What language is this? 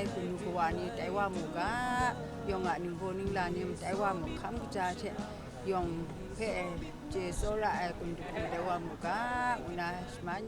Kachin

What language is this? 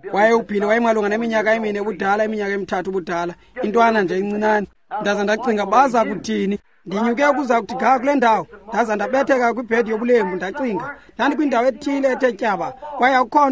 Xhosa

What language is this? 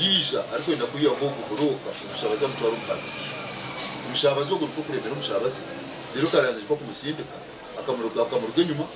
Nyankole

